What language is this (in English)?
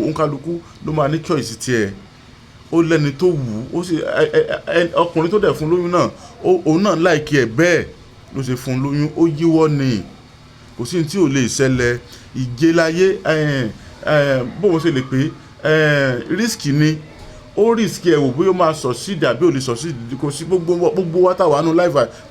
Yoruba